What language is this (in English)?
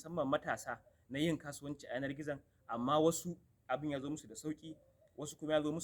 Hausa